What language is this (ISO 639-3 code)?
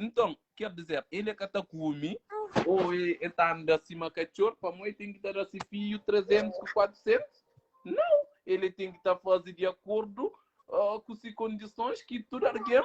kea